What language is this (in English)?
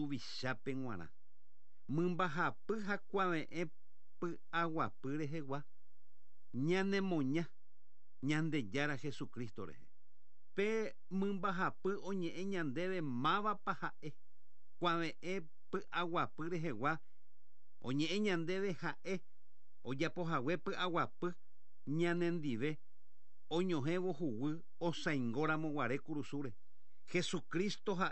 Guarani